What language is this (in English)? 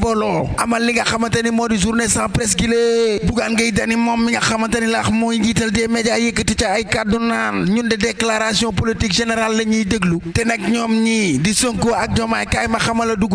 Wolof